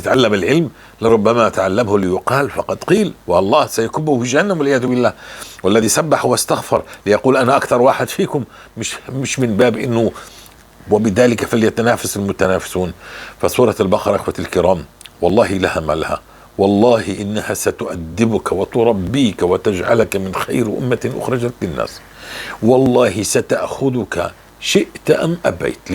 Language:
North Levantine Arabic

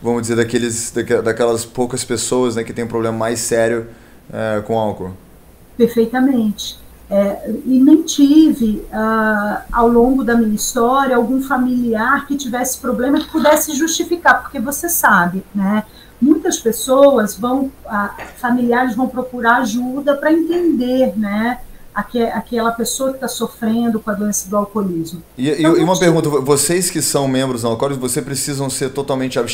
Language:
Portuguese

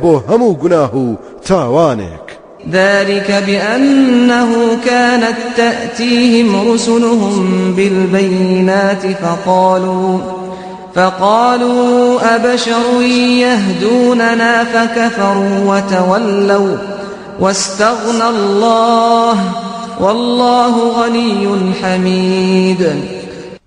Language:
Central Kurdish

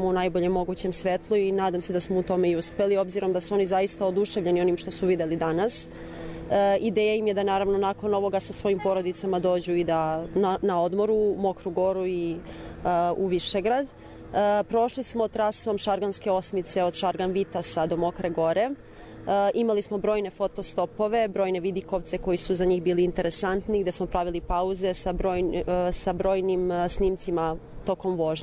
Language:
Serbian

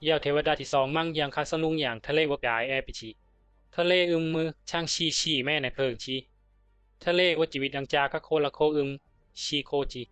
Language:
Bisu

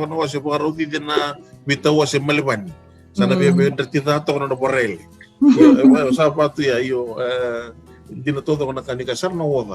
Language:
Fijian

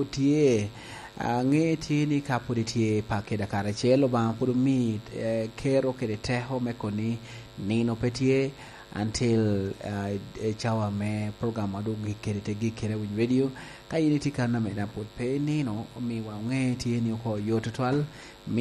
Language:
Lango (Uganda)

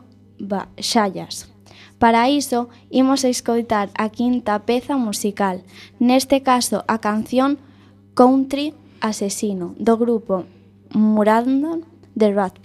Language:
Galician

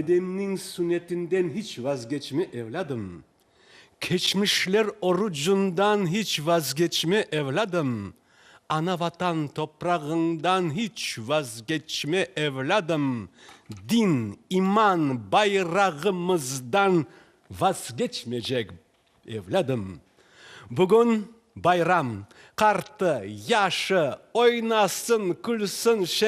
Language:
Crimean Tatar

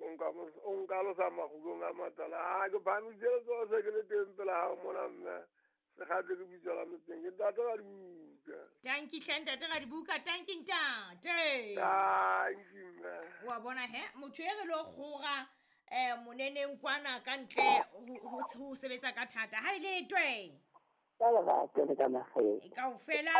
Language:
Southern Sotho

